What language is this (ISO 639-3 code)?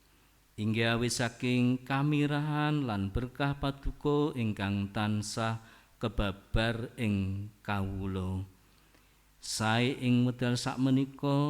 jav